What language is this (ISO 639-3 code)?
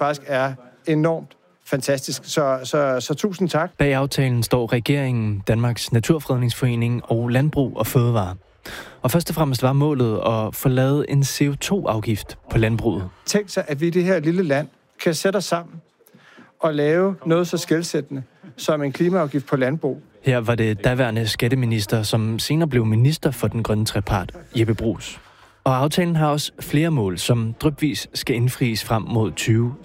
dan